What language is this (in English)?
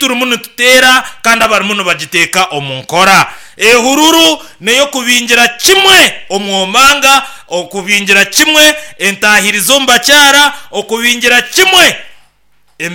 Nyankole